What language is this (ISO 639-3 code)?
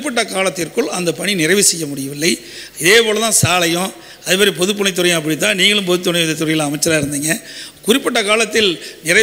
tam